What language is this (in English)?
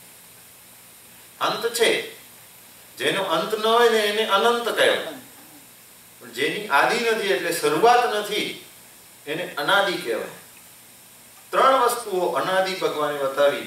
Gujarati